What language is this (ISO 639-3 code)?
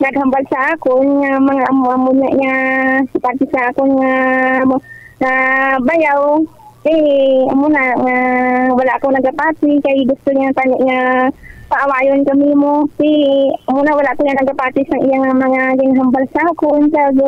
hil